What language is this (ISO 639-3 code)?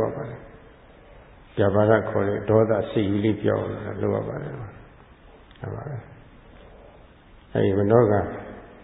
mya